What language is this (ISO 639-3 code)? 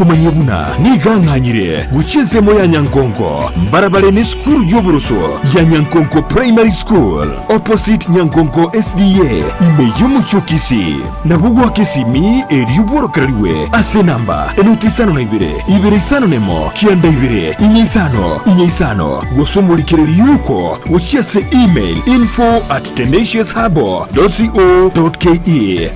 guz